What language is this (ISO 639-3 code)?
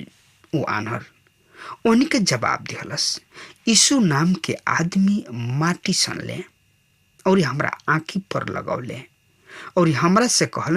bho